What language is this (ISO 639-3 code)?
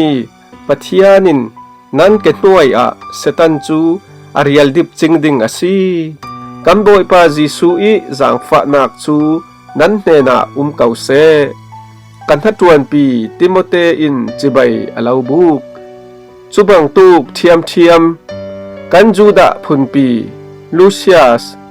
cfm